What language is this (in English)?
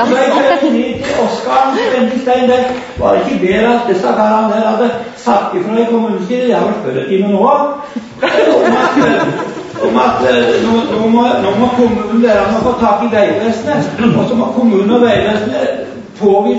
Norwegian